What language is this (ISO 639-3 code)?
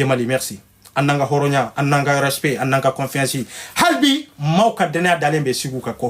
bam